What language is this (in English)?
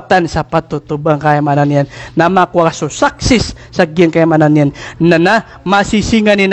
Maranao